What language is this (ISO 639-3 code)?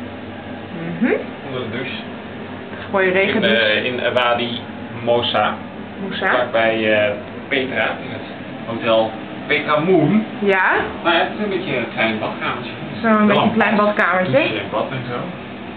nld